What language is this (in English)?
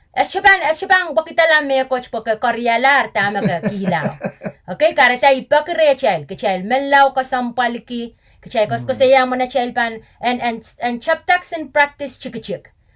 Pohnpeian